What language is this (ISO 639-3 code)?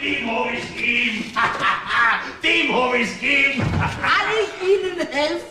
bar